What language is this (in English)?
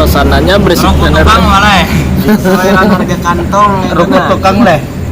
Banjar